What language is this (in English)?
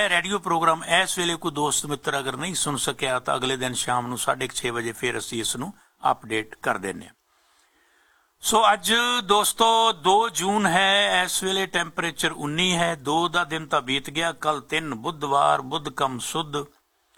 Punjabi